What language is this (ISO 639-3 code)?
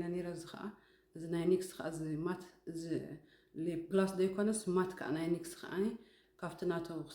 tir